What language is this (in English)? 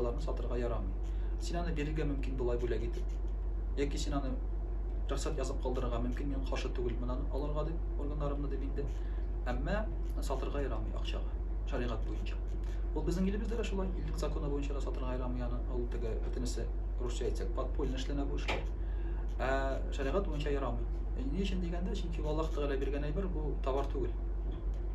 Tatar